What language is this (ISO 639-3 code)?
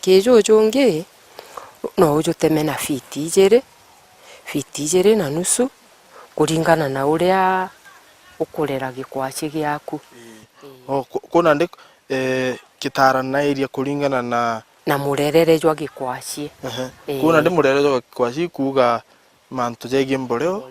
mer